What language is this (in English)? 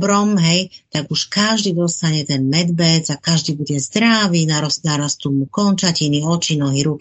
Slovak